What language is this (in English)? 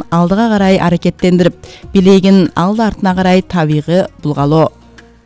Kyrgyz